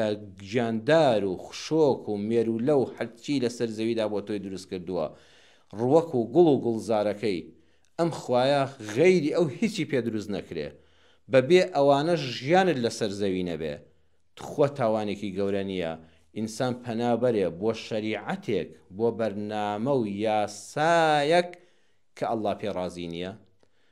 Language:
Central Kurdish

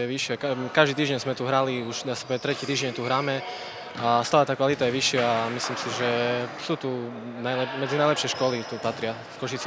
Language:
Slovak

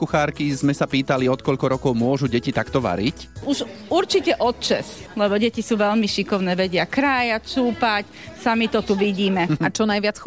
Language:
Slovak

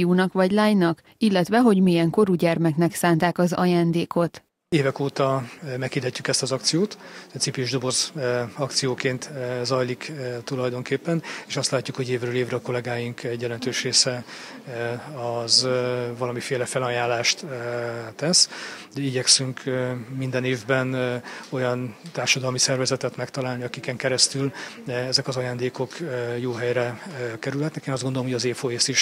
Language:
Hungarian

